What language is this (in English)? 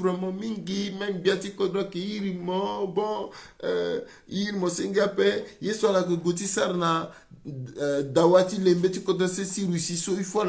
Sango